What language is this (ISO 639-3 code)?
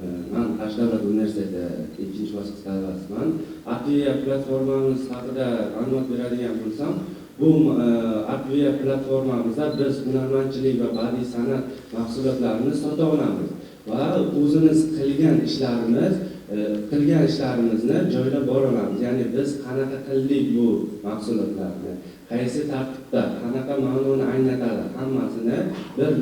uzb